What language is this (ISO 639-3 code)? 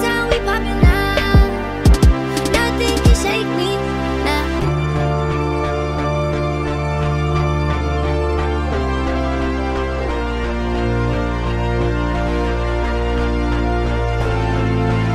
eng